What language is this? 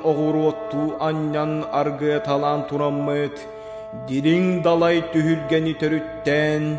Yakut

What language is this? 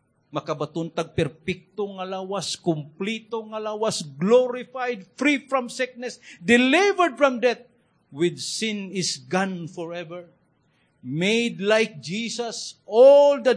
Cebuano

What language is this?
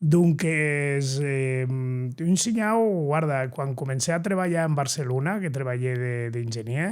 Occitan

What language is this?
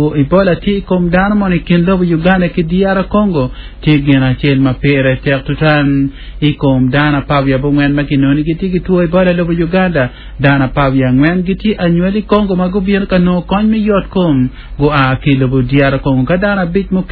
Acoli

